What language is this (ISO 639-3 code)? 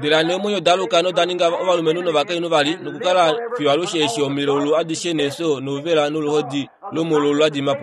kua